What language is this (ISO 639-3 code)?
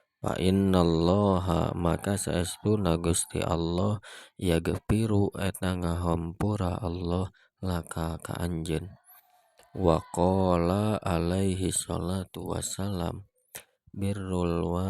sun